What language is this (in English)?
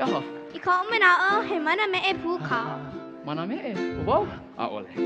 Hawaiian